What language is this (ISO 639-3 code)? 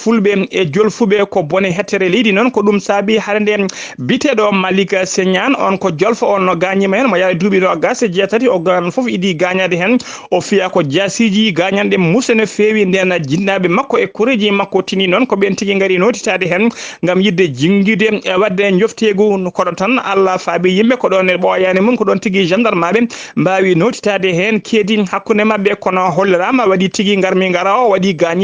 ful